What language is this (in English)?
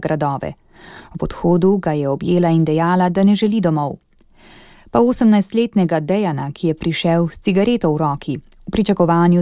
Slovenian